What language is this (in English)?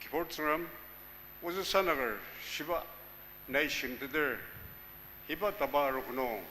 Ao Naga